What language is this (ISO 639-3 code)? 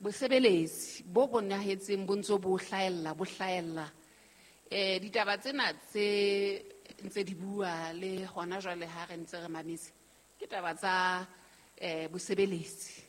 sot